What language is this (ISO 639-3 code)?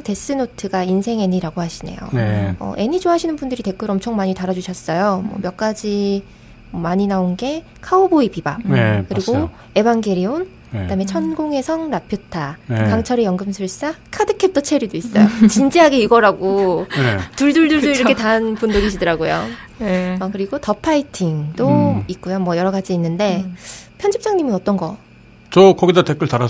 kor